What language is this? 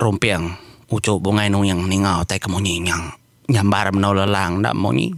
Iban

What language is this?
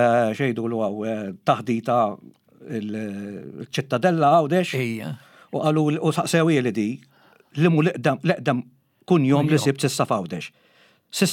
Maltese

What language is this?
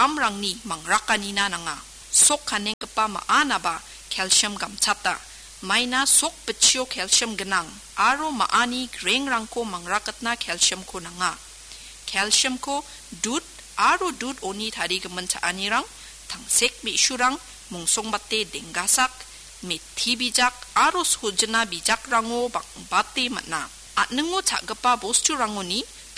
Garo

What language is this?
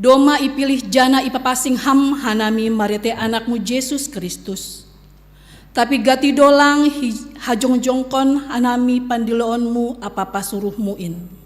Batak Simalungun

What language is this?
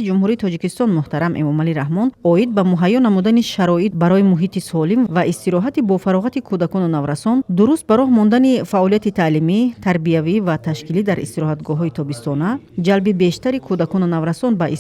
Tajik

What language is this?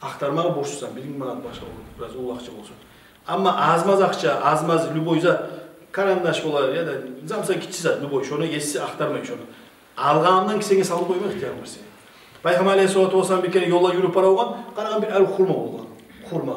Kumyk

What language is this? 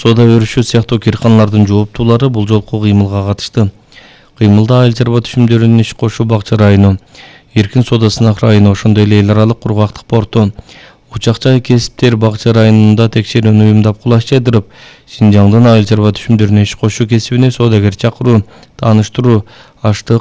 Kyrgyz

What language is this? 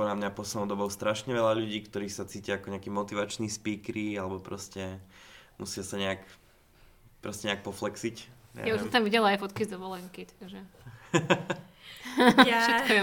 Slovak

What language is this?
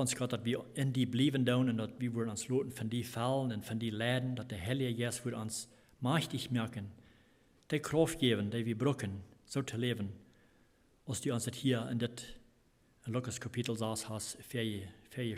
Plautdietsch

